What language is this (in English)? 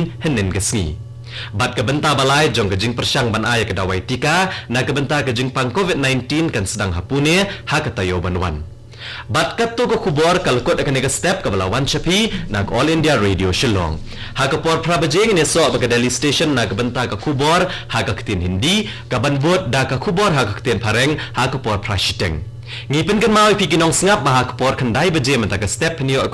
Khasi